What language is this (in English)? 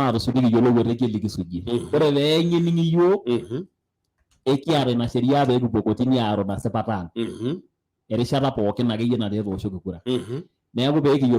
Masai